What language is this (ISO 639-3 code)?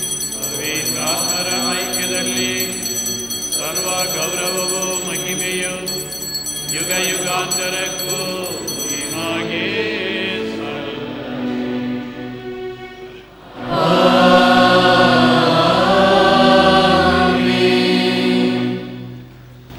kan